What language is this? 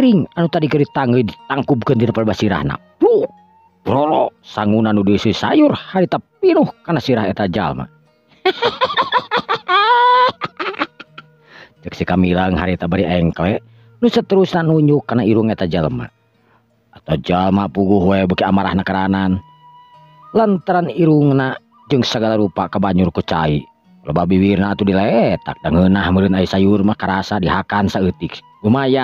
Sundanese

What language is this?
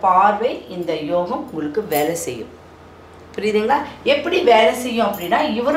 Tamil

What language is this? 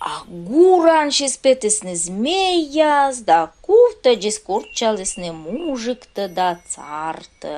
Komi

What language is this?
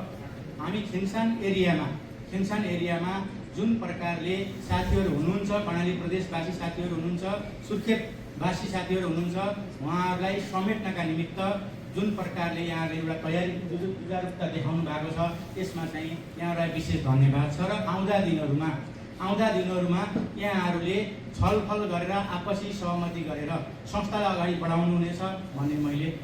Nepali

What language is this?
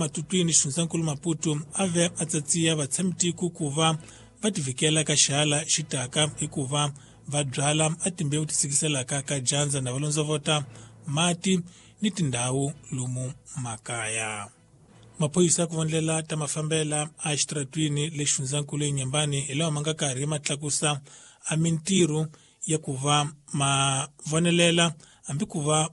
Tsonga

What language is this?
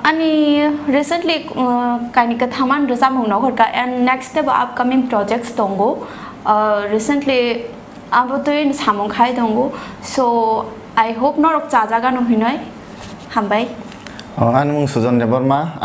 Kok Borok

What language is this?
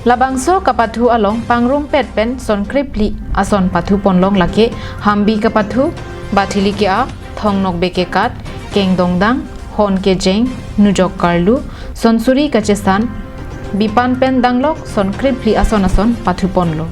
Karbi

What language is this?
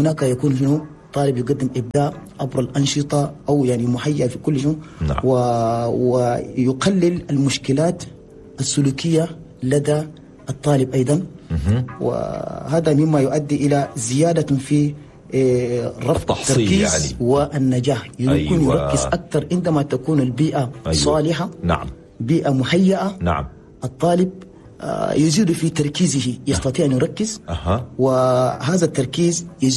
Chadian Arabic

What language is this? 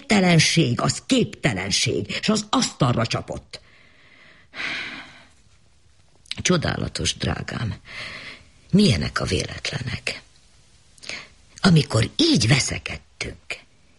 Hungarian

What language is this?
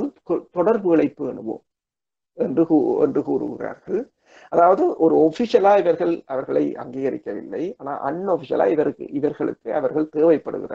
Tamil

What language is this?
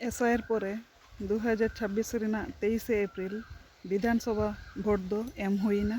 Santali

